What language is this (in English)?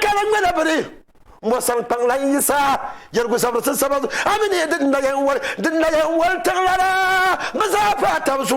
Dagbani